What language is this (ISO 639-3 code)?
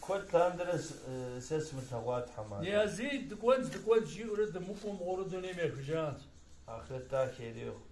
kbd